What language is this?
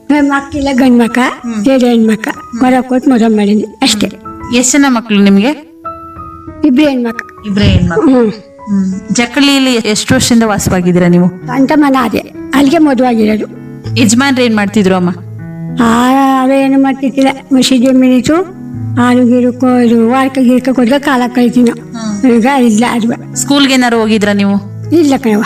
Kannada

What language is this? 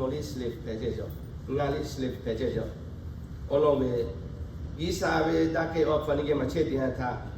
Lahu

